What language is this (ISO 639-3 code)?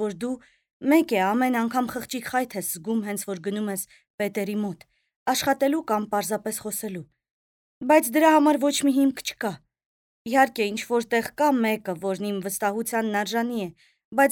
hye